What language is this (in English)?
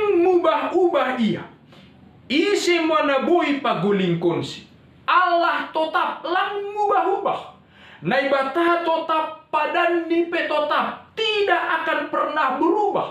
Batak Simalungun